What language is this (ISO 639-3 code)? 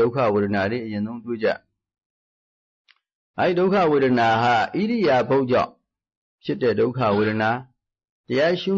mya